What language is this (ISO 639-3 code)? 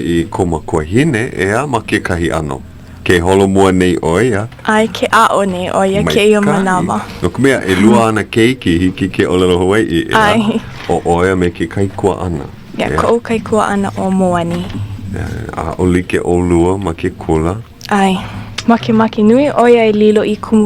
haw